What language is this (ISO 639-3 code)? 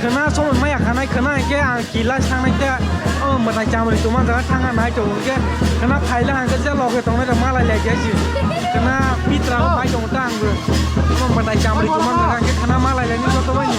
trp